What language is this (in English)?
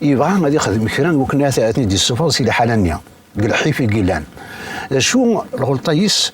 Kabyle